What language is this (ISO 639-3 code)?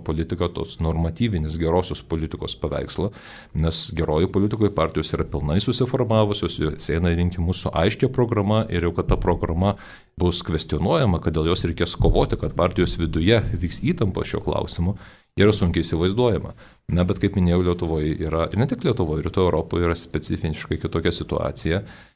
lit